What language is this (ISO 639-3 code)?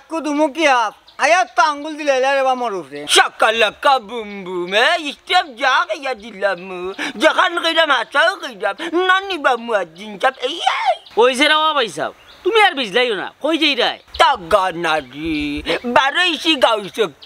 syl